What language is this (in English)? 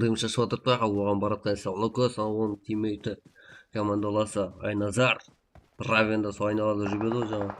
Kara-Kalpak